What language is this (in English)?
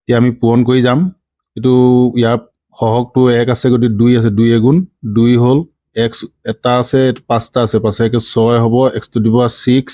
Assamese